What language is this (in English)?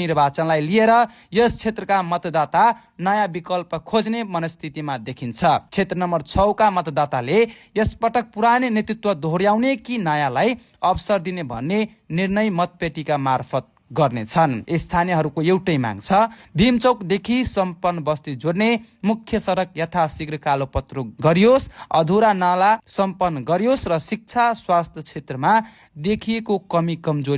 Nepali